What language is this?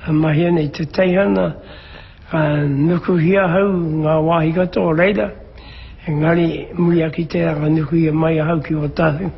Māori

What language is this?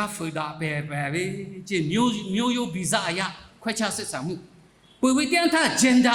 Lahu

